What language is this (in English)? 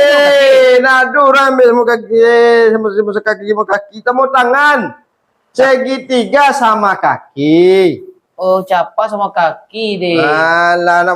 Minangkabau